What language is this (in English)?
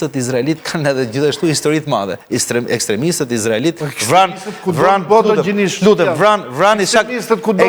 Albanian